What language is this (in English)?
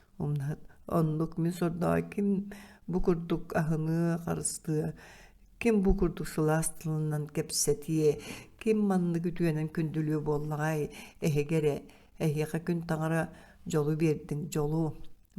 Yakut